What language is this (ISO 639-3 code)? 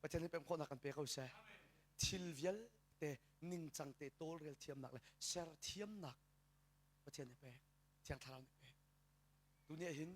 cnh